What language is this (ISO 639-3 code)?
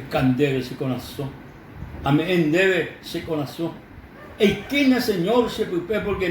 grn